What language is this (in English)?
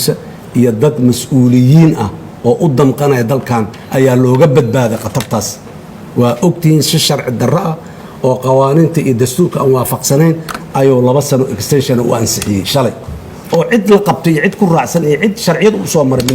Somali